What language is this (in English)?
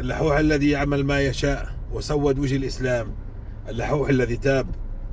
North Levantine Arabic